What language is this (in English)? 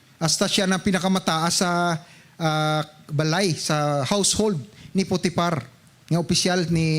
Hiligaynon